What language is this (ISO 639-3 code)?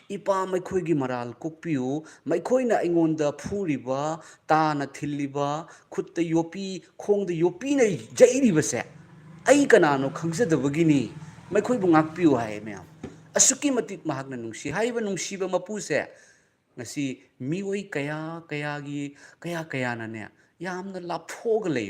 mni